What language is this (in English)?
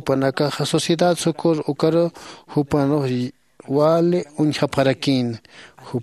Aymara